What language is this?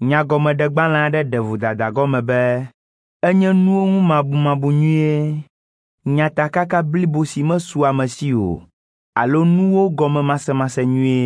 Ewe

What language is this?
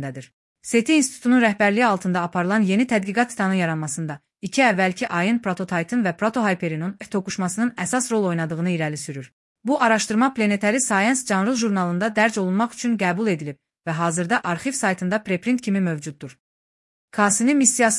Azerbaijani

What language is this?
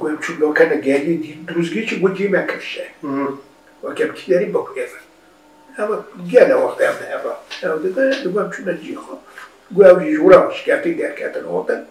Kurdish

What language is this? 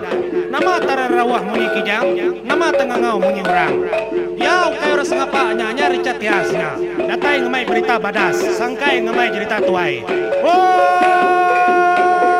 Iban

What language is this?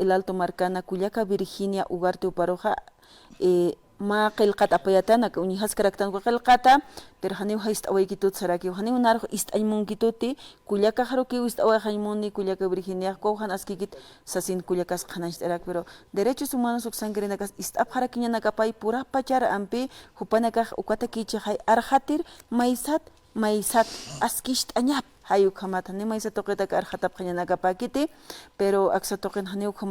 Aymara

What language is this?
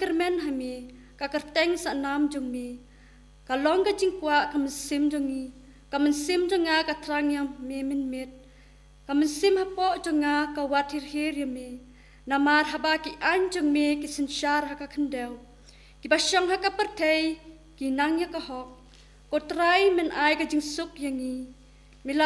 Khasi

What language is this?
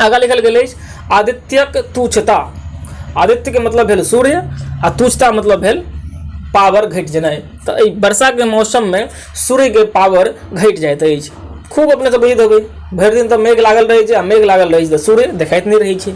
Maithili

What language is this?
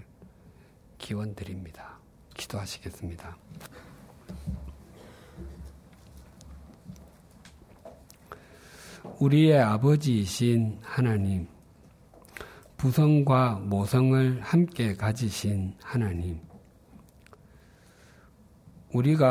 Korean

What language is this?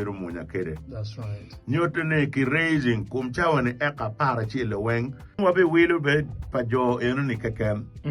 Acoli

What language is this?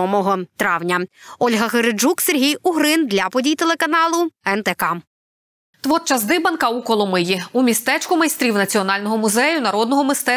Ukrainian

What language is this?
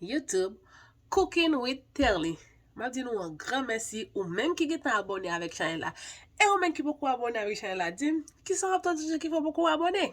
Haitian Creole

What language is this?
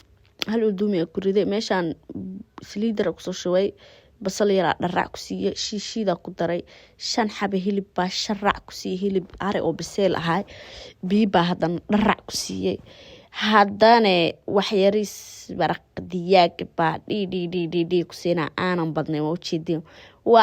Somali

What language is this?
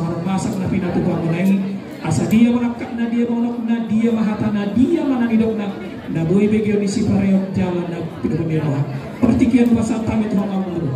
Batak Toba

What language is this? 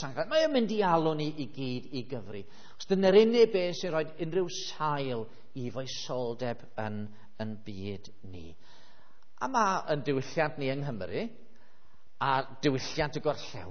Welsh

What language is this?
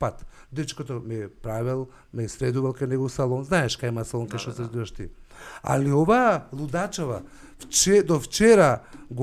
Macedonian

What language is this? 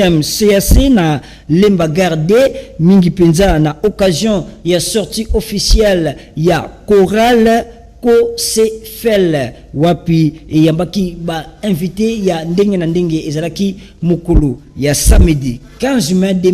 Lingala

